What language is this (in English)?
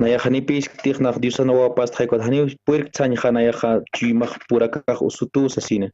Aymara